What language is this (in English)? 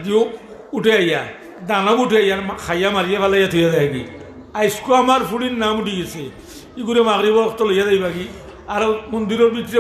Sylheti